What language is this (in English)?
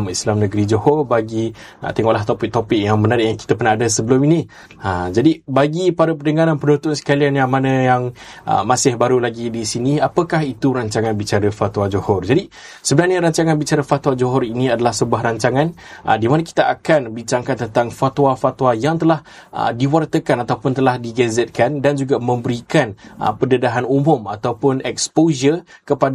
Malay